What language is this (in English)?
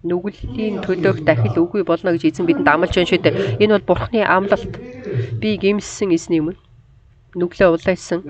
Mongolian